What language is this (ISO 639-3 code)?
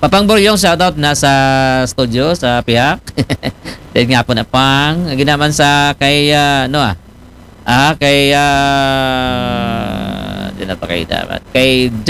akl